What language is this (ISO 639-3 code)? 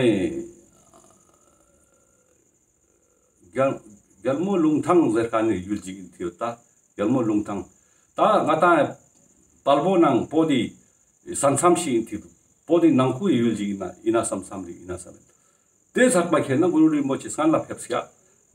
lbj